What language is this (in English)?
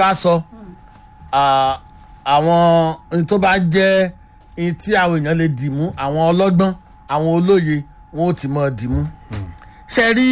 Yoruba